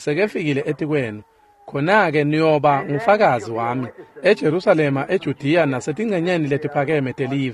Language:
Swati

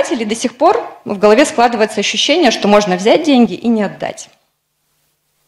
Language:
Russian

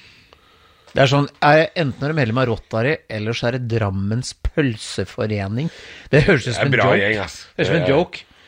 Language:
Norwegian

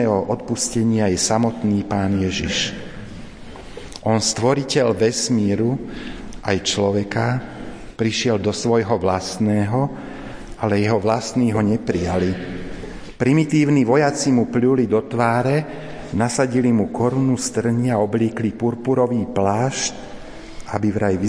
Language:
Slovak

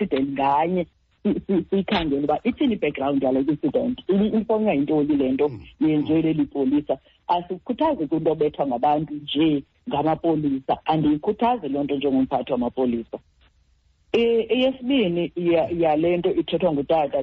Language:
Xhosa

